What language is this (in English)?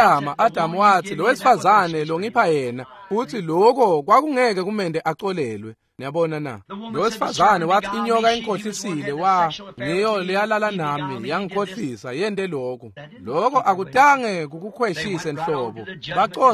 Swati